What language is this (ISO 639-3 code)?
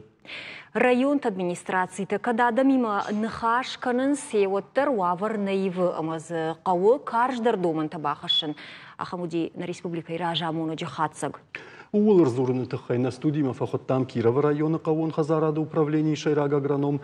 oss